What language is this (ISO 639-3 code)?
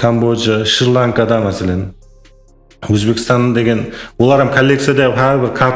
kaa